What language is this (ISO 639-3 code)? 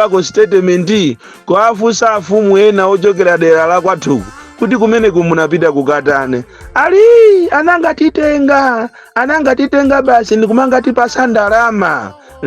nya